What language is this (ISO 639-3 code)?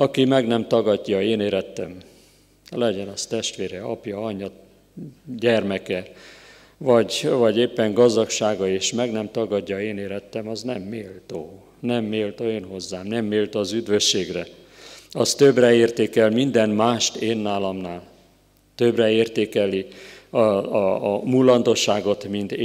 hun